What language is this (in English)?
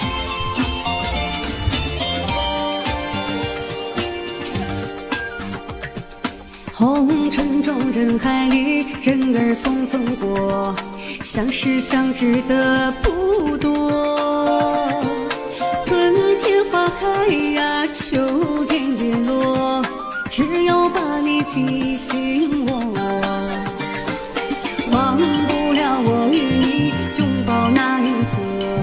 Chinese